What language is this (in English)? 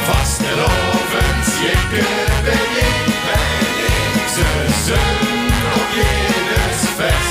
Limburgish